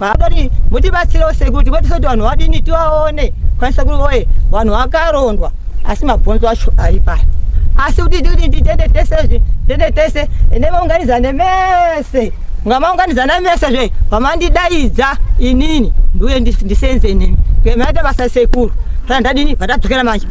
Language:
Shona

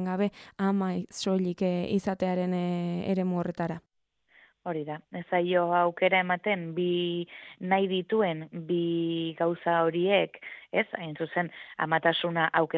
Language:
Basque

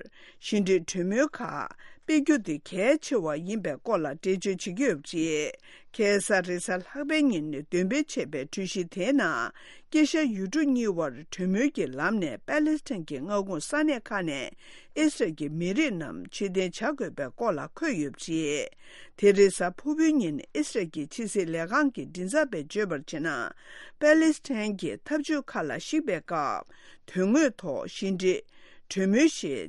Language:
Tibetan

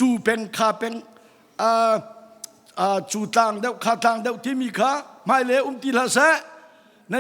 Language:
Hakha Chin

